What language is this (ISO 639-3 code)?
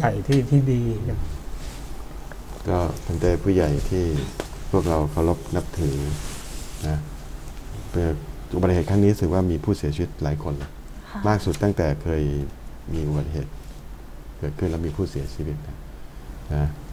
tha